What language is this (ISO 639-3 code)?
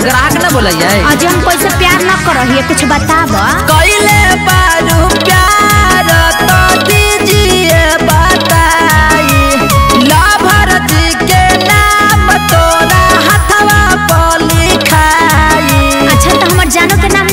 bho